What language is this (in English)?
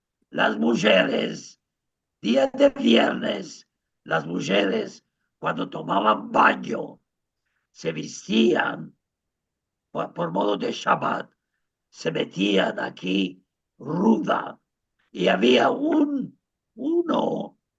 Ladino